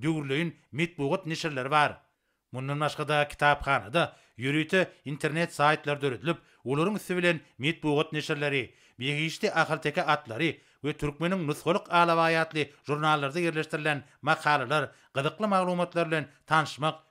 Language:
Turkmen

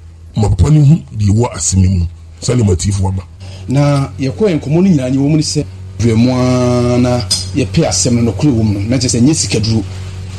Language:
Akan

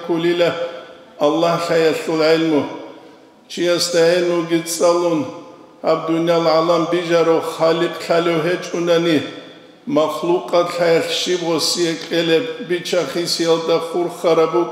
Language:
Avaric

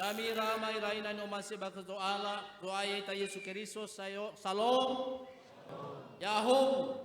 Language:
Nias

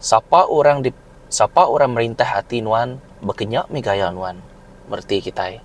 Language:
Iban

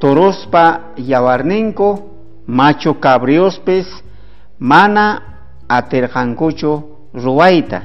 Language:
South Bolivian Quechua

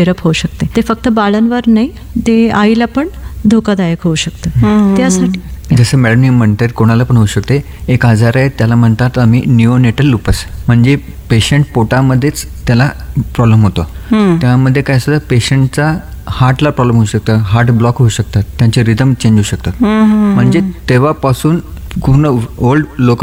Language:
Marathi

